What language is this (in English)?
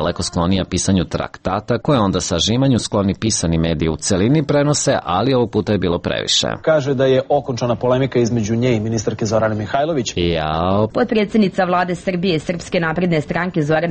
Serbian